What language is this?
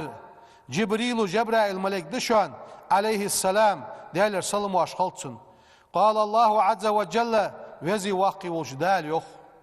Ingush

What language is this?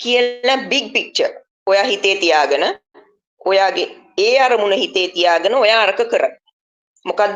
Sinhala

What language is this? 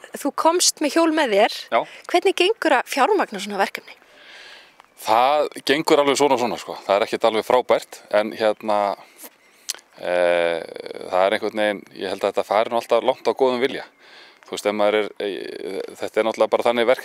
Icelandic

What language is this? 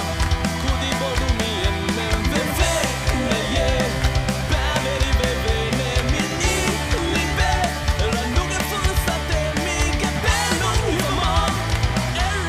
Divehi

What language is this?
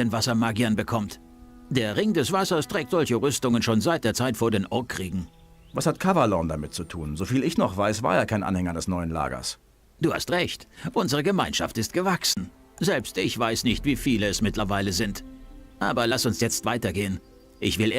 Bavarian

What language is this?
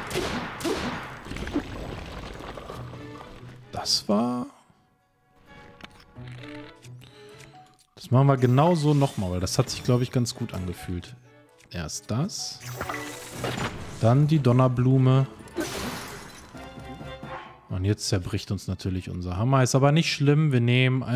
German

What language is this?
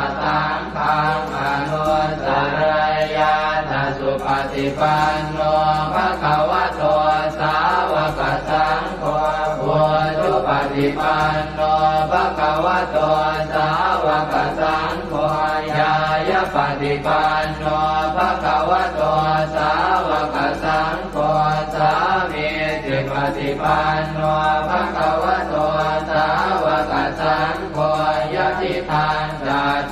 Pali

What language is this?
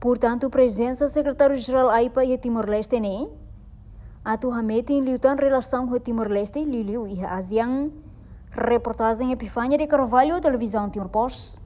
Tetum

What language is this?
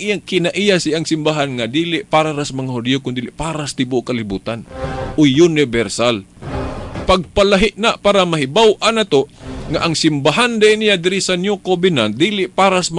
Cebuano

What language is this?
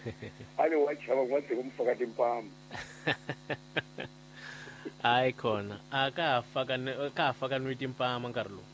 Tsonga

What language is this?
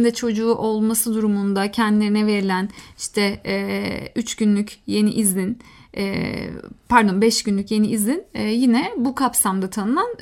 Turkish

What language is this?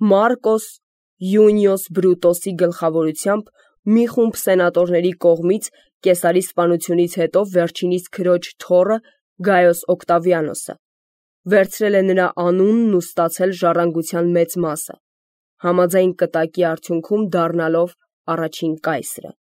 Armenian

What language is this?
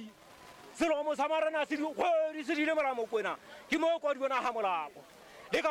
Southern Sotho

